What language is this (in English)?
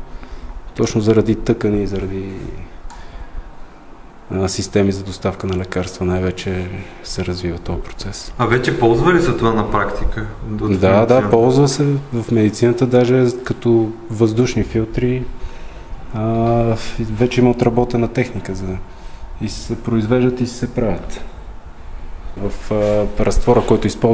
Bulgarian